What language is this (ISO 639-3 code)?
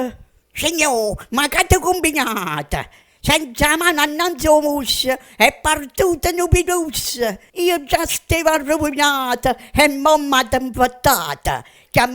nap